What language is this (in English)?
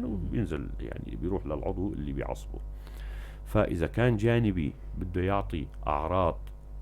North Levantine Arabic